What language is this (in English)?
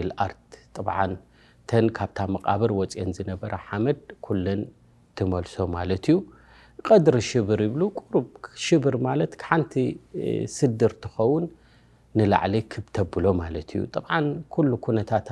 Tigrinya